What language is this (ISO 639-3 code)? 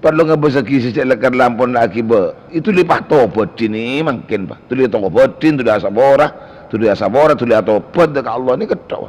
mad